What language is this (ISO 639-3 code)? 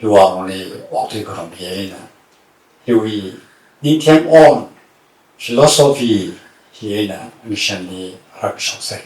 nmf